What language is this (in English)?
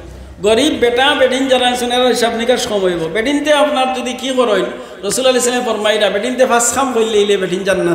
Sylheti